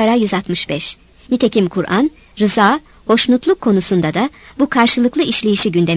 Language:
Turkish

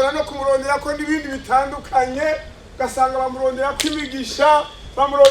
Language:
Rundi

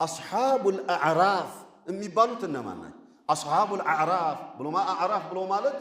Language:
Amharic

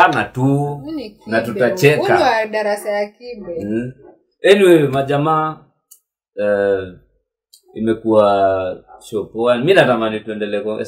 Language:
Swahili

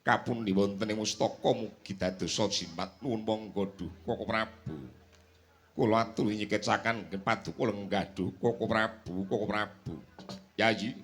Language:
Javanese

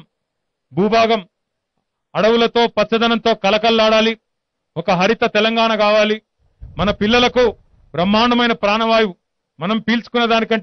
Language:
Telugu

